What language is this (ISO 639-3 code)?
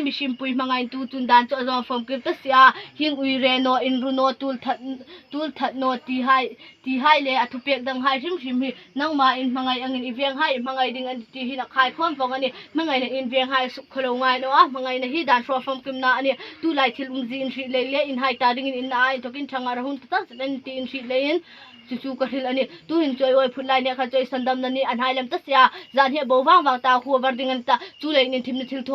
hmr